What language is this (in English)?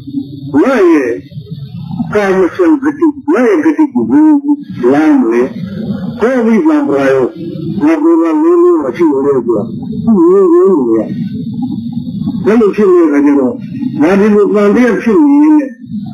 Burmese